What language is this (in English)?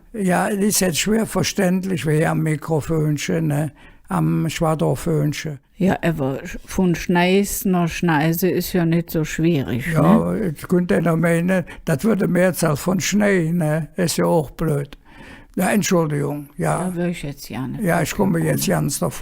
Colognian